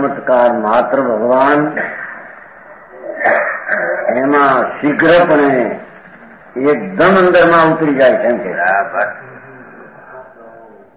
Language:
Gujarati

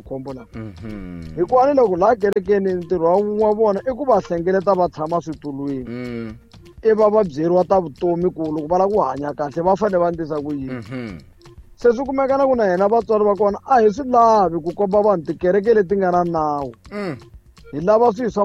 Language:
Tsonga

